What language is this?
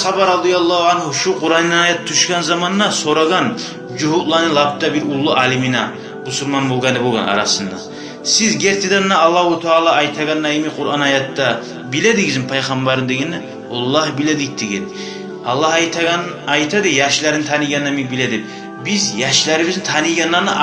Kumyk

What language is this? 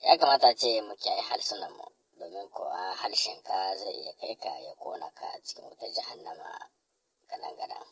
Hausa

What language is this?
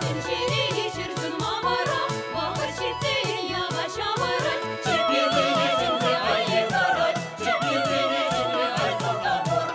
Chuvash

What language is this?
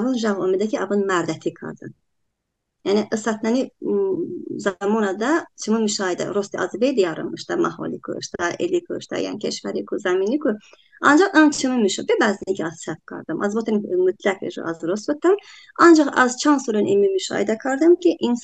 Talysh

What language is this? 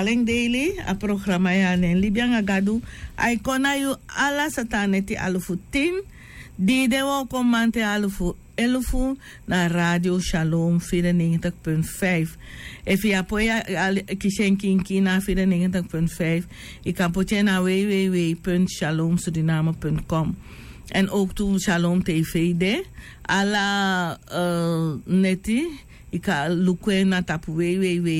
Sranan Tongo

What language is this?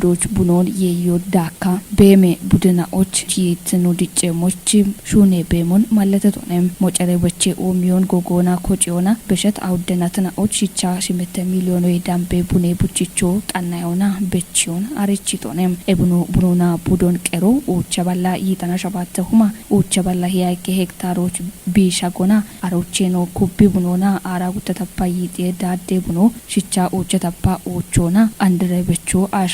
Kafa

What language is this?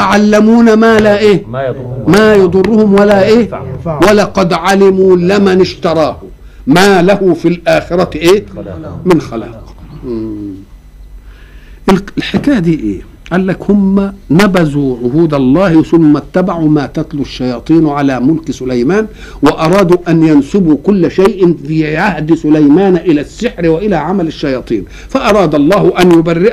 Egyptian Arabic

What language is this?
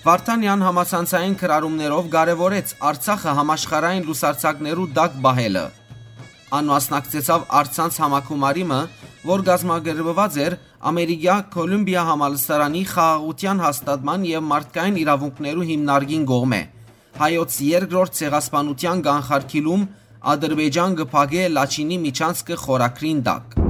Western Armenian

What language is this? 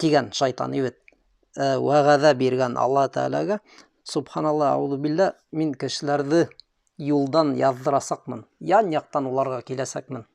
Bashkir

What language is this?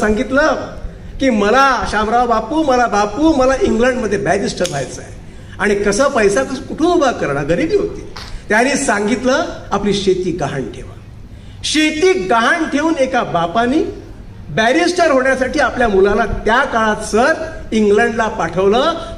Marathi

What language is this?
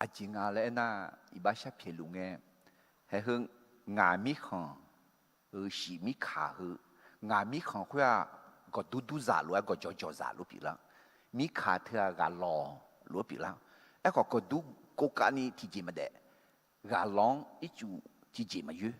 Akha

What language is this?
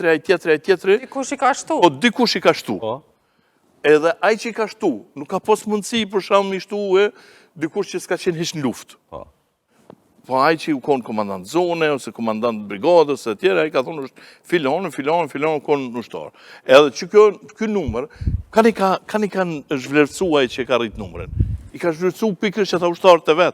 Albanian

